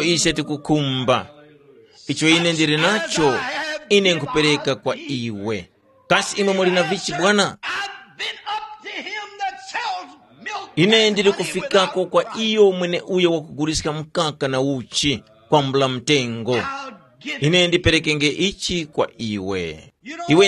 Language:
Tumbuka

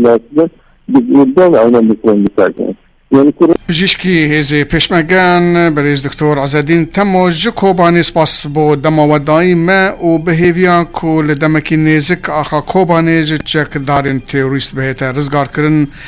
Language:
Kurdish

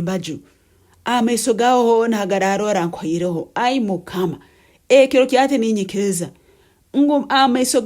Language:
Nyankole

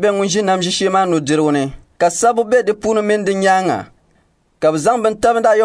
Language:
Dagbani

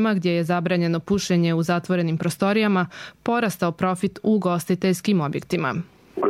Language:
Bosnian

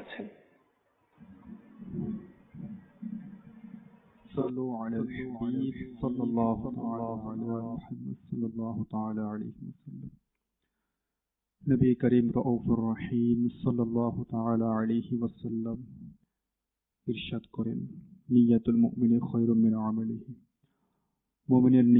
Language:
Bangla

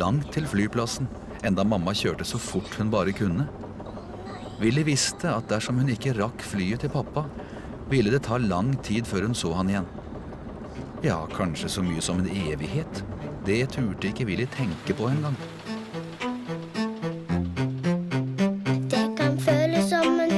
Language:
Norwegian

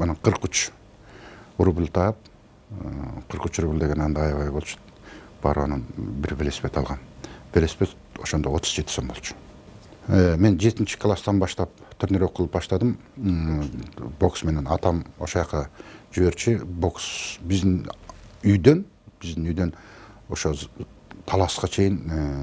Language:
Kyrgyz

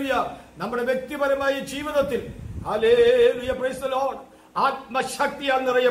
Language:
Malayalam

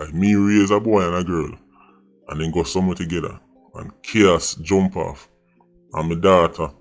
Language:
Jamaican Creole English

